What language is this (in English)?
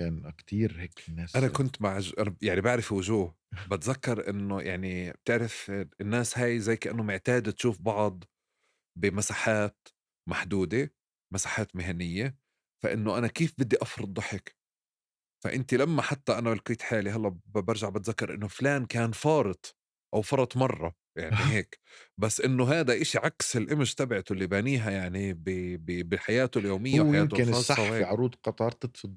North Levantine Arabic